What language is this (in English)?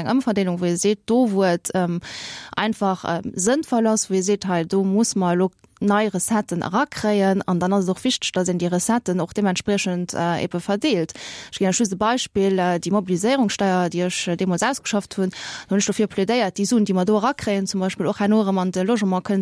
Luxembourgish